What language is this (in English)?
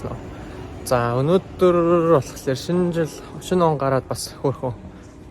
Mongolian